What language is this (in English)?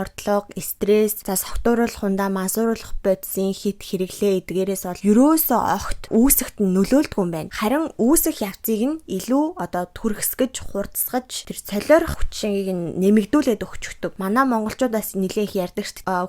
Mongolian